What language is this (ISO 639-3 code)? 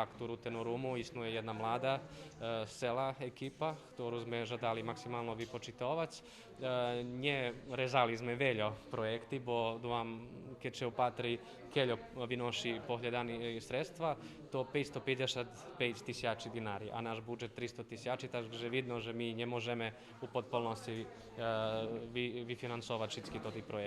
rue